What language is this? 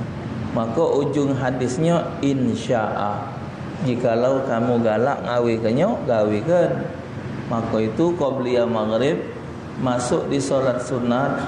Musi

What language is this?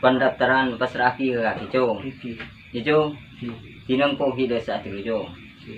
Madurese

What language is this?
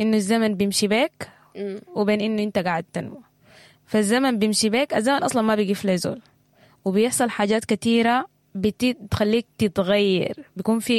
Sudanese Arabic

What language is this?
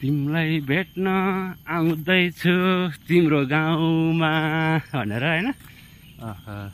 Nepali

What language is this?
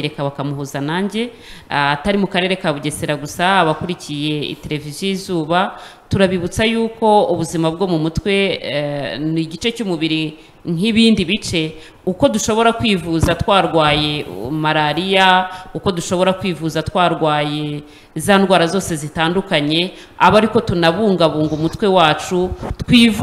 Kinyarwanda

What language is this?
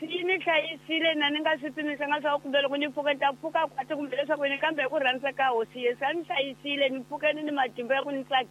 Tsonga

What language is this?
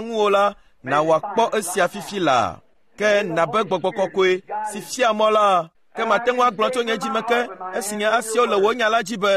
Ewe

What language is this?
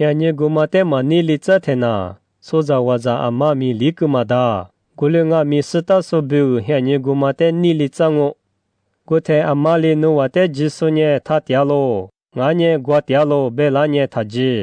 Lisu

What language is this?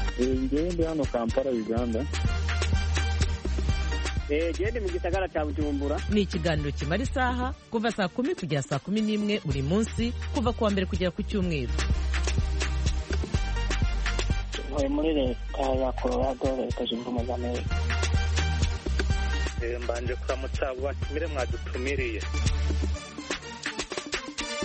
Kinyarwanda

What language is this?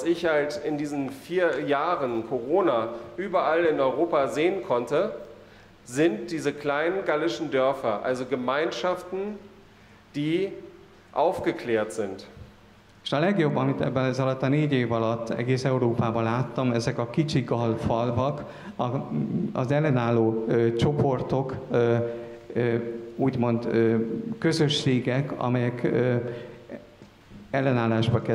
Hungarian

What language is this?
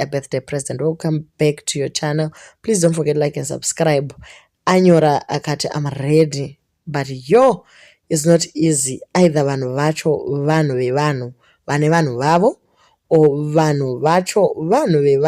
Shona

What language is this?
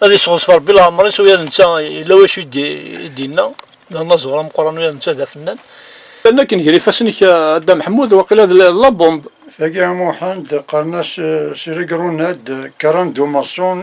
Kabyle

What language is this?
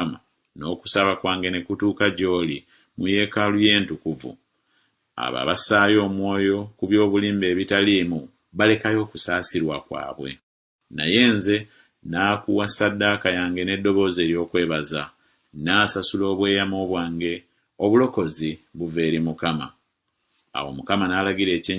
Ganda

